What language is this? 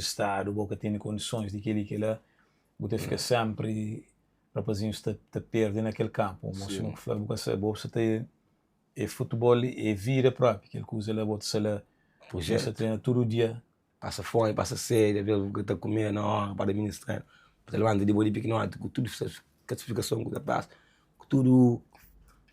Kabuverdianu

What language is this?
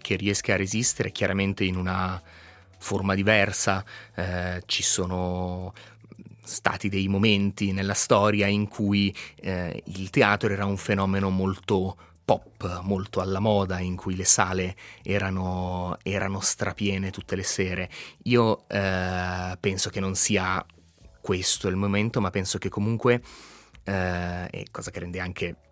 Italian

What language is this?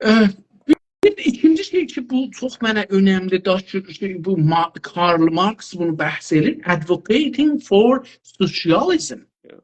South Azerbaijani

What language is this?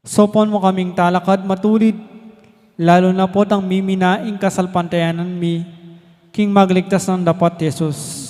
Pampanga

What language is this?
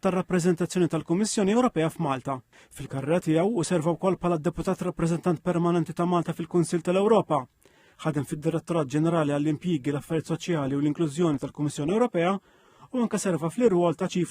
Maltese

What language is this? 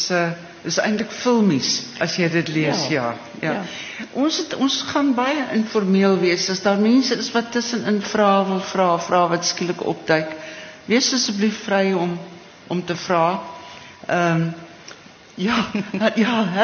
Afrikaans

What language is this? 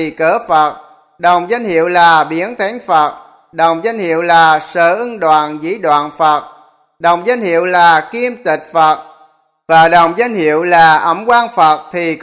Vietnamese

